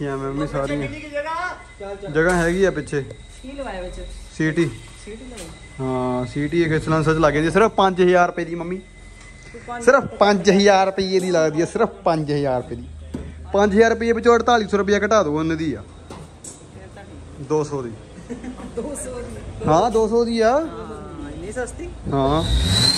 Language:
Punjabi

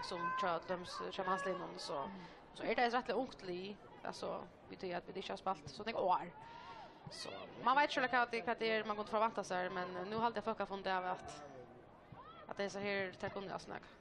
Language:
Faroese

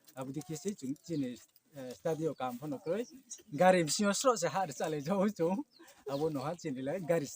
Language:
Riang (India)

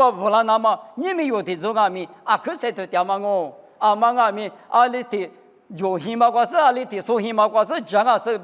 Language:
Lisu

